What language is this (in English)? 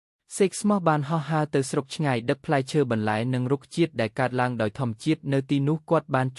Khmer